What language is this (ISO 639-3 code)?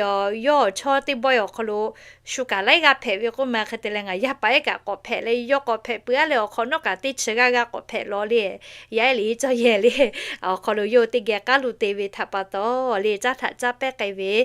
lhu